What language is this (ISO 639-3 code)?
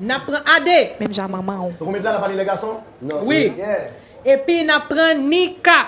hat